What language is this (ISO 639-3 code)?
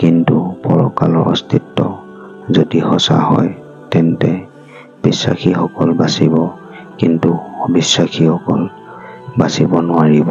asm